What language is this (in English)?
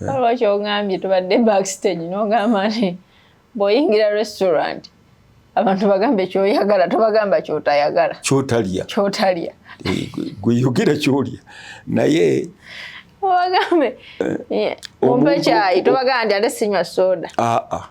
Ganda